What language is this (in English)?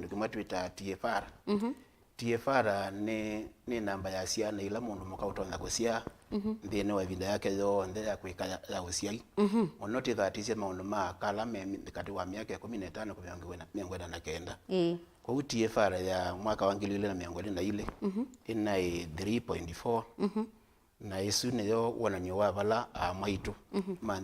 Kamba